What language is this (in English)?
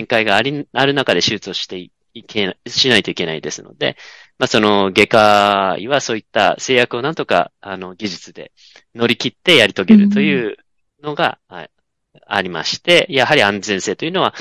Japanese